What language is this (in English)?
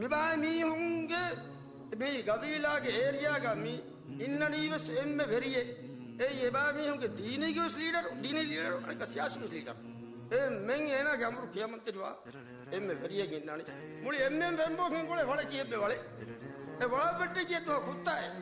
Divehi